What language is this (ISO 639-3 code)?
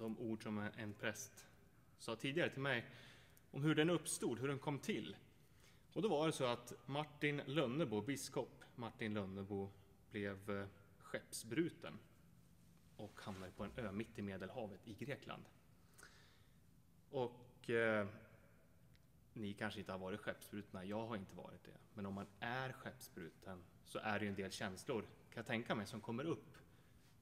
swe